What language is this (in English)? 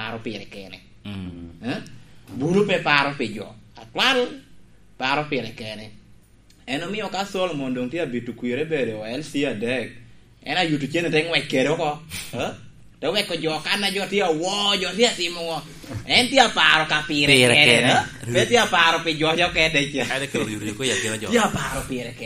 Lango (Uganda)